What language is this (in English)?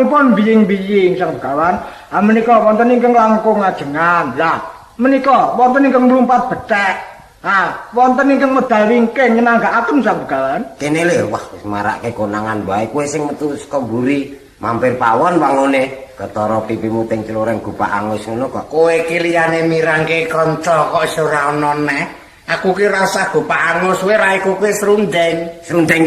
Javanese